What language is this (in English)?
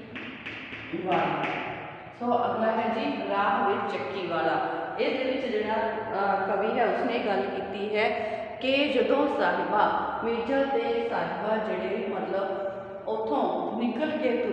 Punjabi